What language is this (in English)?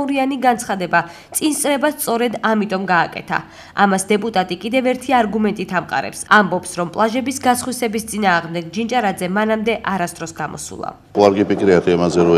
Georgian